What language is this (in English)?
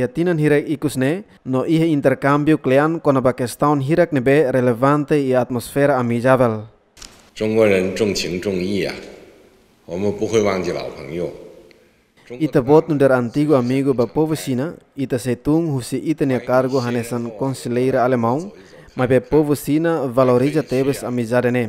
Tetum